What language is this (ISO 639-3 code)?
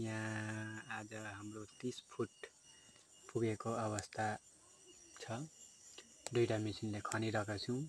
nep